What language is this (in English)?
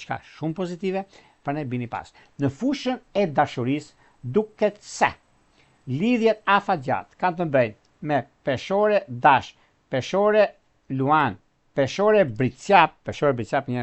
Albanian